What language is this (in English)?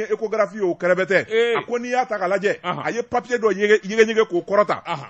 Bambara